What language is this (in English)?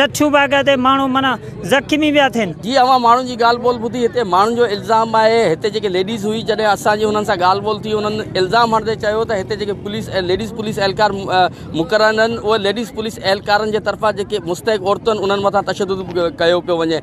Sindhi